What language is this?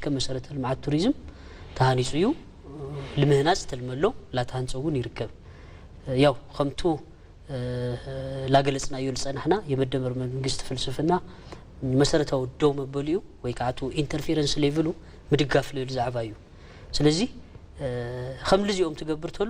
Tigrinya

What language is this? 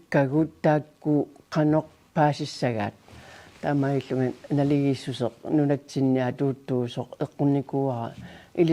Kalaallisut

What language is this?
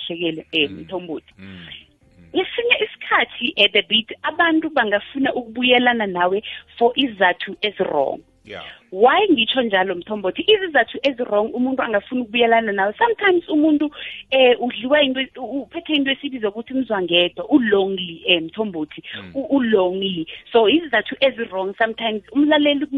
South Ndebele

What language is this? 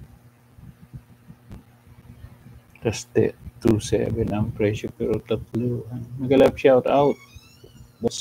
Filipino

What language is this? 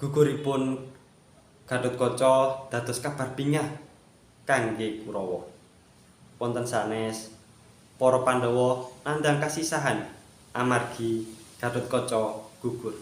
Javanese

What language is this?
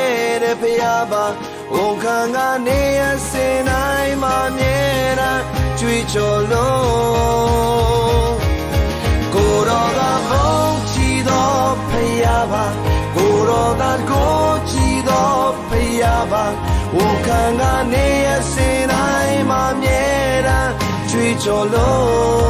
Burmese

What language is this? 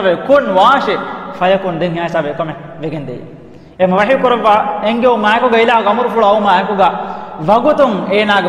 Divehi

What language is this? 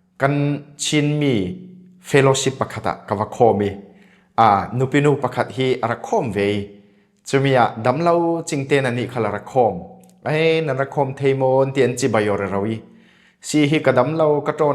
Falam Chin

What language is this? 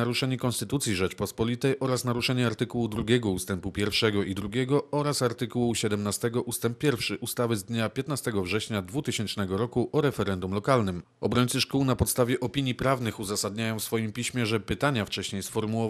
Polish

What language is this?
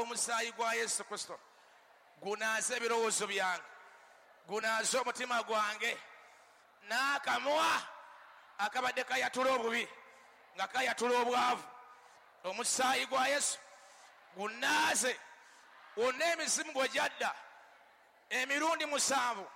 Ganda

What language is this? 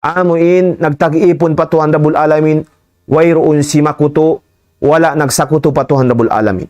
Tausug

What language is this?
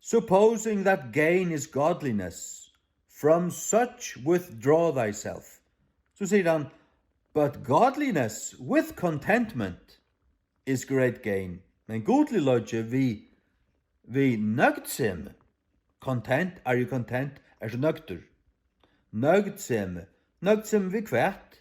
Faroese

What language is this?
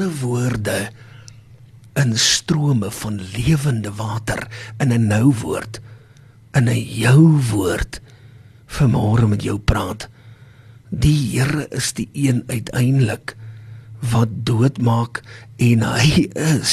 Afrikaans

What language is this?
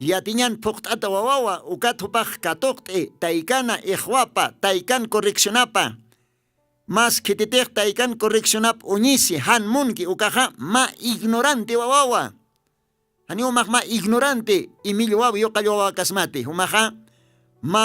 Aymara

